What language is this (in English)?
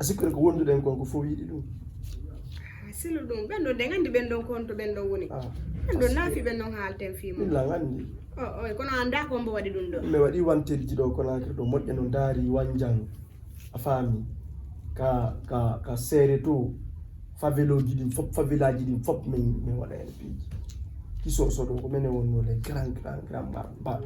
Fula